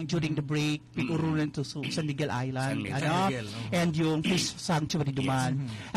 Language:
Bikol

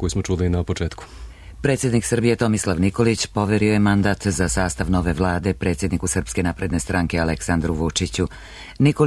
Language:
Serbian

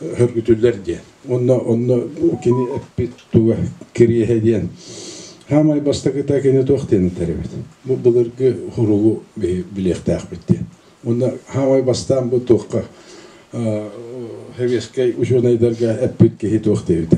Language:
Yakut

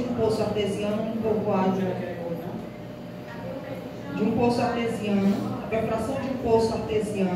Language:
Portuguese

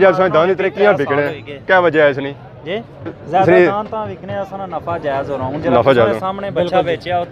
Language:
Pahari-Potwari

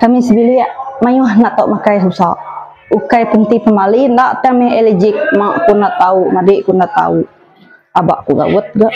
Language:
Iban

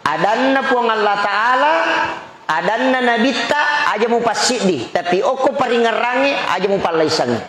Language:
Buginese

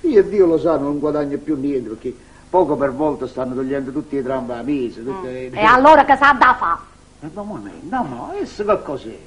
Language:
Neapolitan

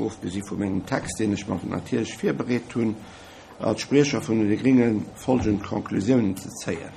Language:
Luxembourgish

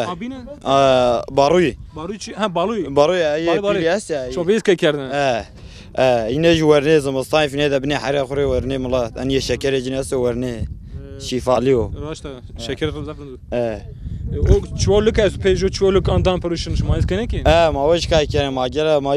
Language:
Zaza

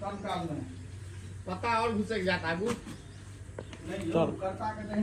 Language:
Maithili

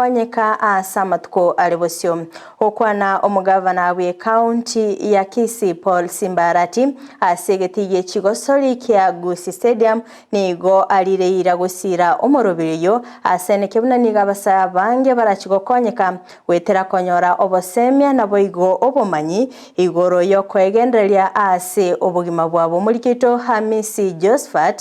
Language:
Gusii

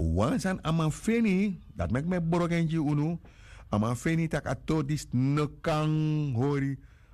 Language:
Sranan Tongo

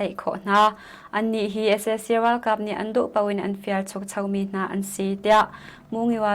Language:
Hakha Chin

